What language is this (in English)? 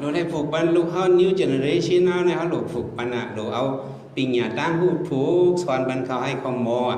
Shan